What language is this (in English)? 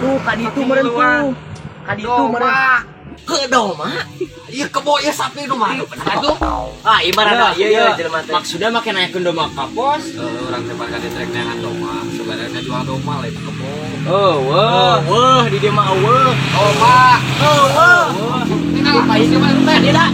Sundanese